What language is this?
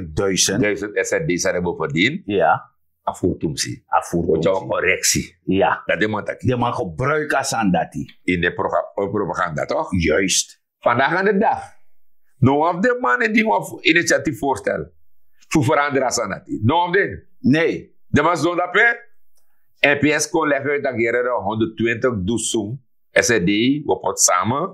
Sranan Tongo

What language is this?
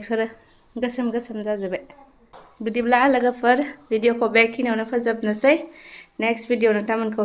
Bodo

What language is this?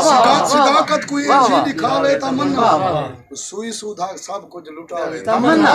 Saraiki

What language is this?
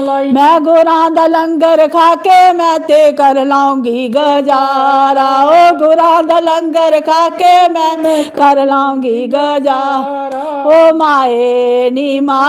Dogri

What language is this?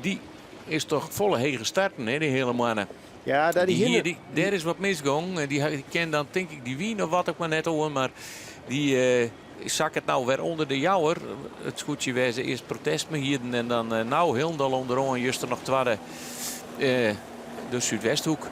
Western Frisian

